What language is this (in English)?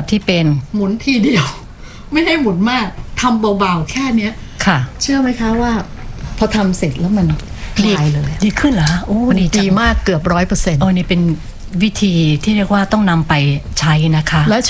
Thai